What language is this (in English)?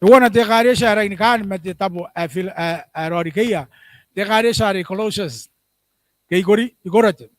Gilbertese